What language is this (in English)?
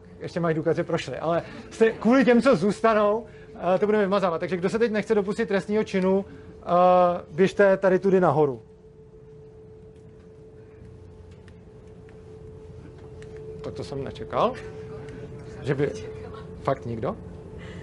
Czech